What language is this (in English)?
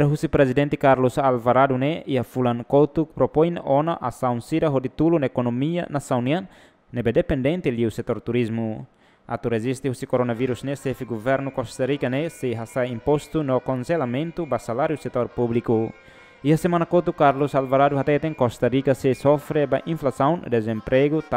Tetum